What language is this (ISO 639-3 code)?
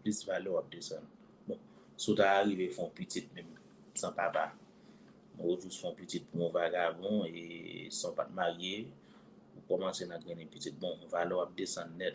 hat